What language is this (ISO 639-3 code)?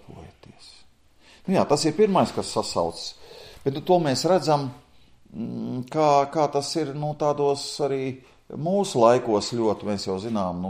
lav